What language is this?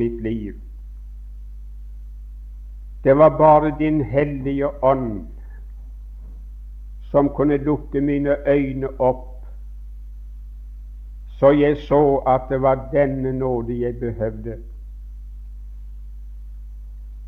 Norwegian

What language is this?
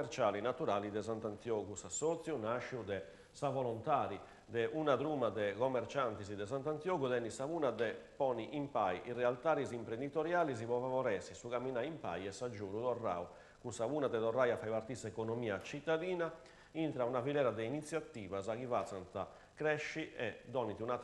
Sardinian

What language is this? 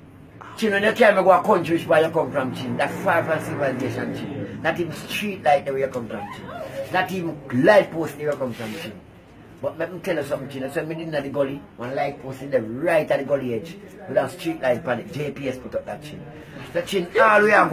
Jamaican Creole English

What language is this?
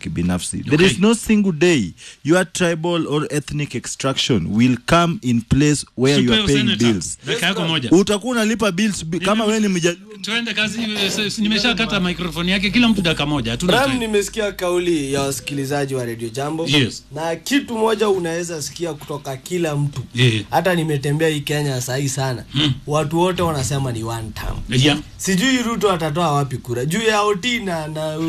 Swahili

